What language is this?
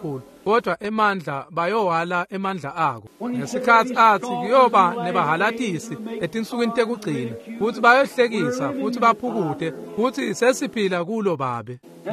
Swati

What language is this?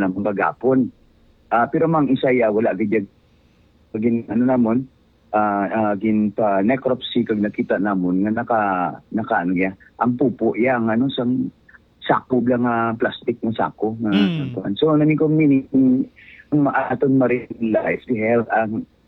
Hiligaynon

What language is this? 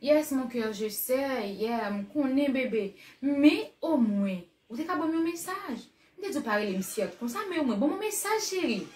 Haitian Creole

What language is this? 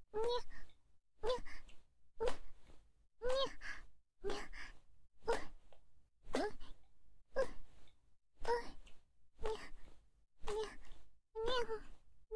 Japanese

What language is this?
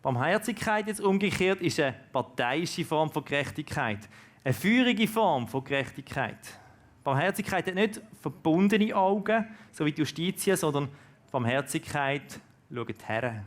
Swiss German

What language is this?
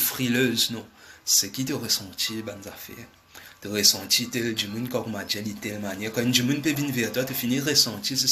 Morisyen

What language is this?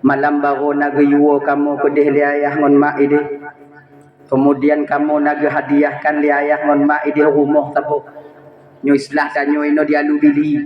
Achinese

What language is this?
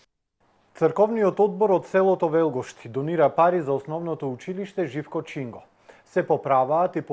Macedonian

